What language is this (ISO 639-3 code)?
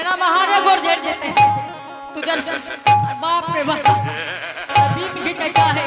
anp